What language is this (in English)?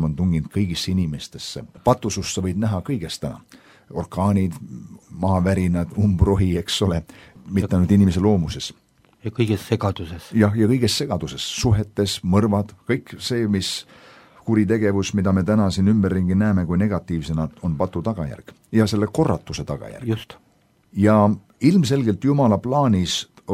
Estonian